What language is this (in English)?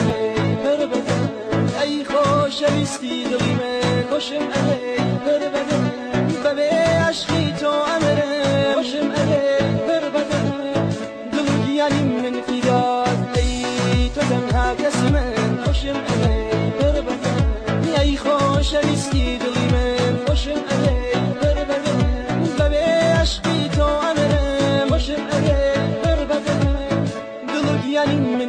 Central Kurdish